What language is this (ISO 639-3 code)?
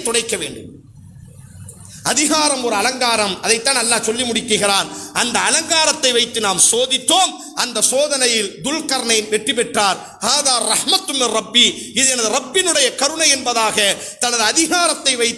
tam